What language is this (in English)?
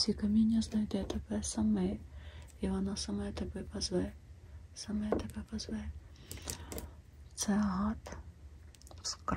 Ukrainian